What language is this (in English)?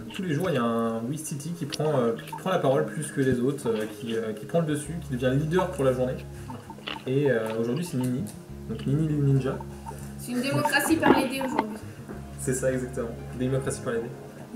French